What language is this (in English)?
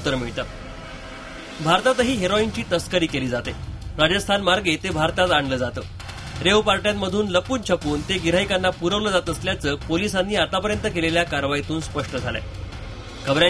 Marathi